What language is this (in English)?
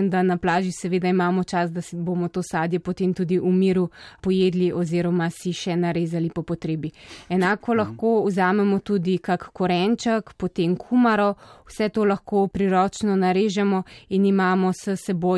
Slovenian